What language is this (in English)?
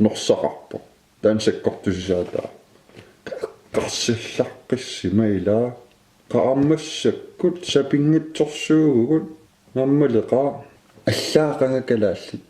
Kalaallisut